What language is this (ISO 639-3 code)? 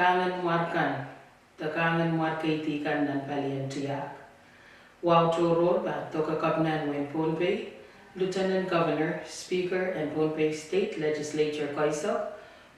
pon